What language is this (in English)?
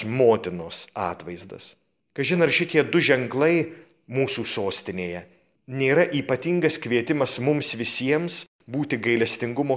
Lithuanian